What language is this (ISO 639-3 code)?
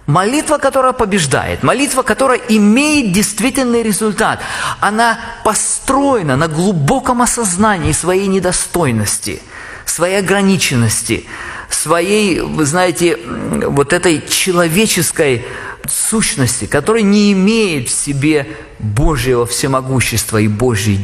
rus